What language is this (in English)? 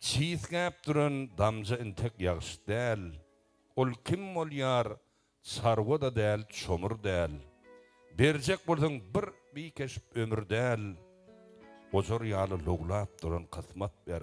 Turkmen